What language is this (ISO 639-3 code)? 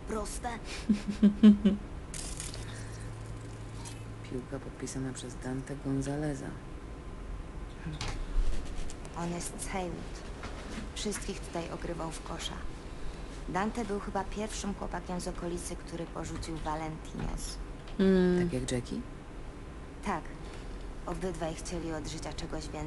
pol